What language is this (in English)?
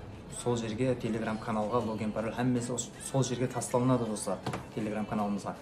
Kara-Kalpak